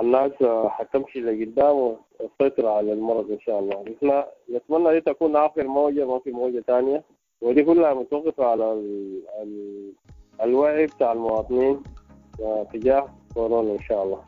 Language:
Sudanese Arabic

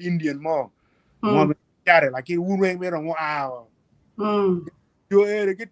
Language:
Acoli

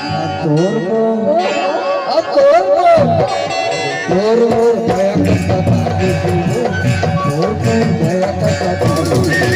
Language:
Chhattisgarhi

